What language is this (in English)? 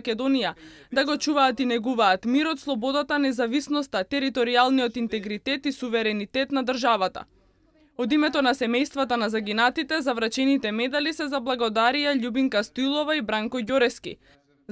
Macedonian